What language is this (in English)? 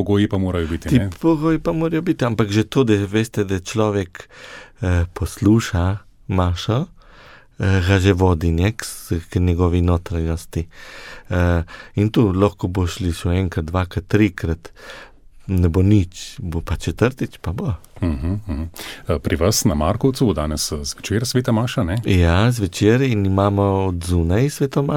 Slovenian